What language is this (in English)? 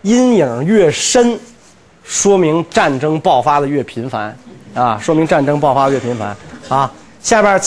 Chinese